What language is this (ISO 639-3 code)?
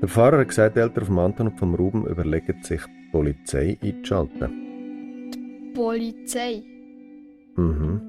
gsw